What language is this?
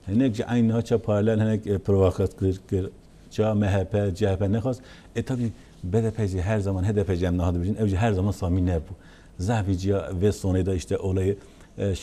Kurdish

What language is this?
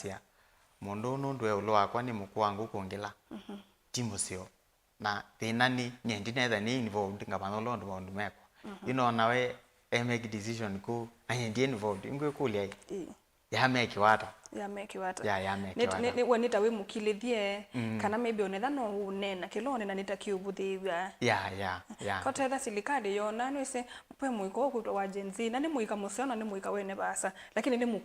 Kamba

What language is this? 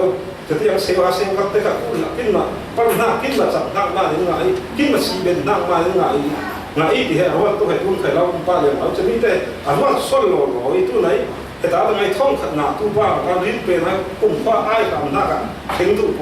Falam Chin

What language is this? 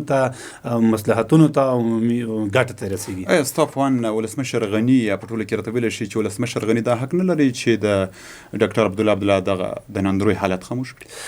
Pashto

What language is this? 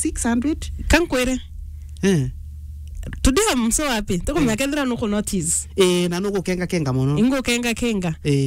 Meru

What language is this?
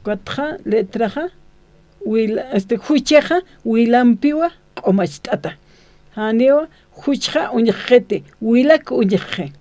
Aymara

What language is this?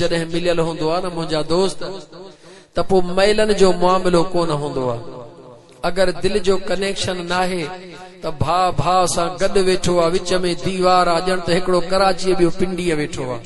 Sindhi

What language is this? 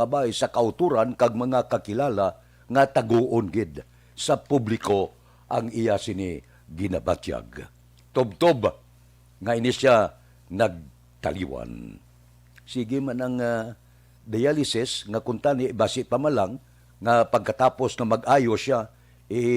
Hiligaynon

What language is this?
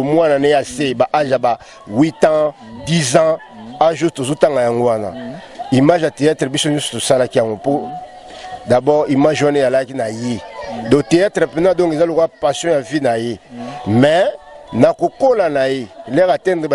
Lingala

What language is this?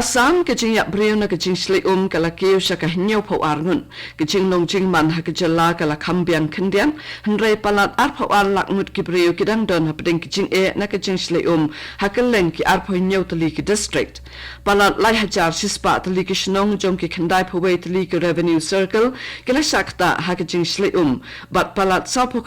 Khasi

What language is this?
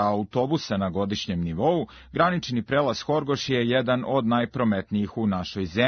Serbian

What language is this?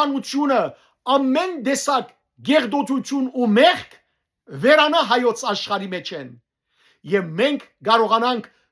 Western Armenian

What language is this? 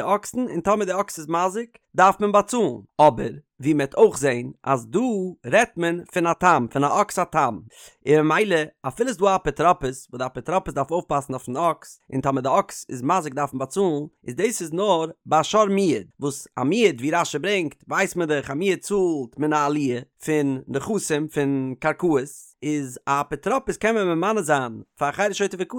Yiddish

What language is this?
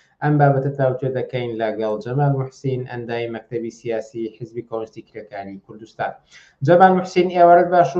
Central Kurdish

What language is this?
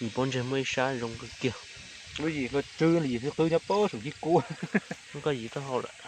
Hmong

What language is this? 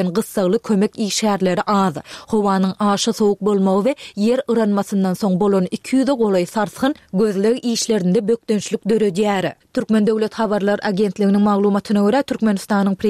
Turkmen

